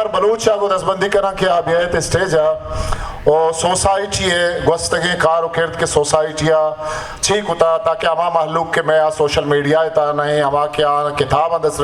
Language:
Baluchi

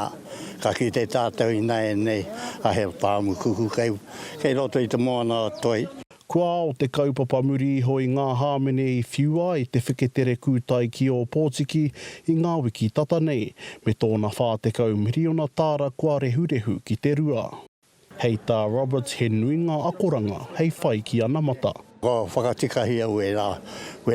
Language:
Māori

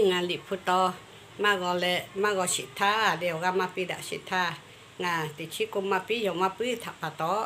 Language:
Lahu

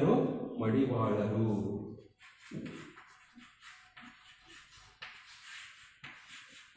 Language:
Kannada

